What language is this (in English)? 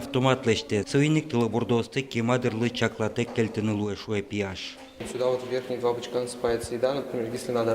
Udmurt